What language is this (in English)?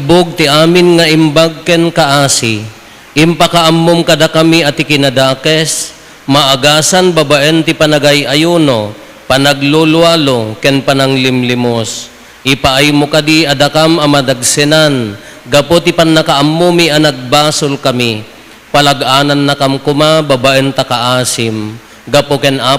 Iloko